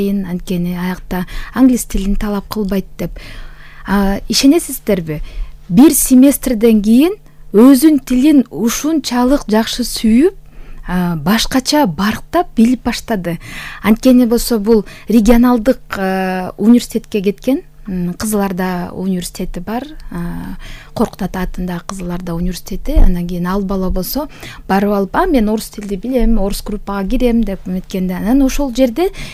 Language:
Kyrgyz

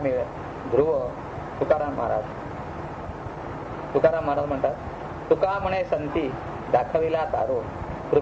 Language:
Marathi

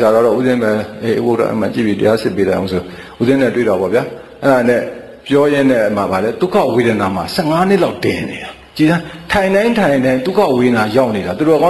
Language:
Burmese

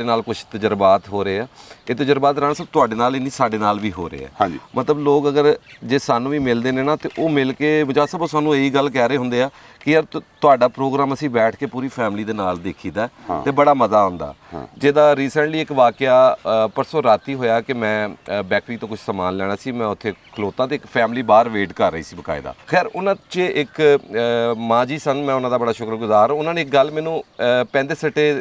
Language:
Punjabi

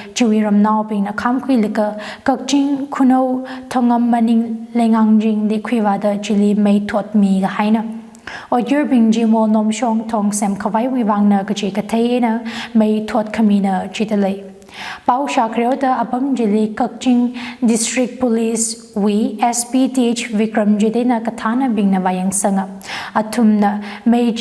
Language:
Tangkhul Naga (India)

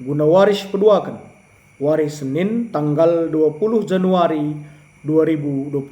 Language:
Batak Karo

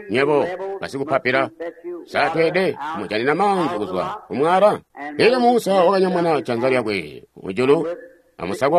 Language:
Tonga (Zambia)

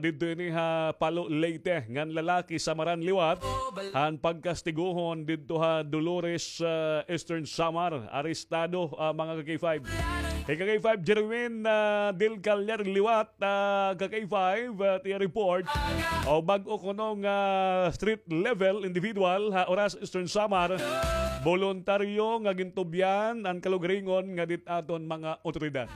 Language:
Waray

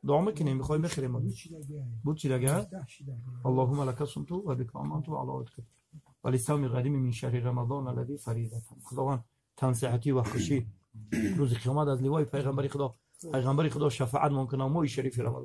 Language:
Tajik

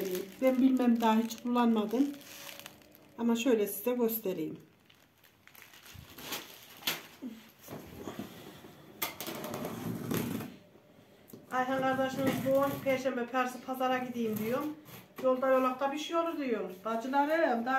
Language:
Turkish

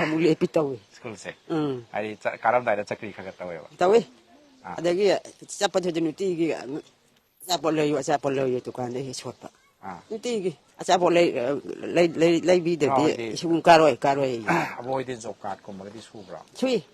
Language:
Manipuri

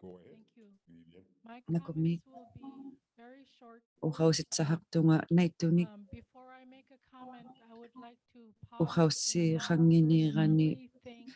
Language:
Inuktitut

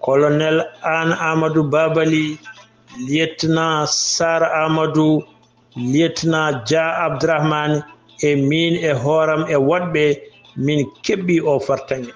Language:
Fula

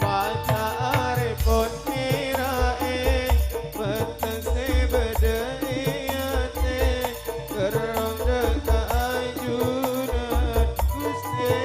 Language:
Madurese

